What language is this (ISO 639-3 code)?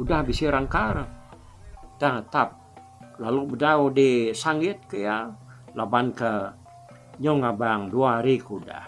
iba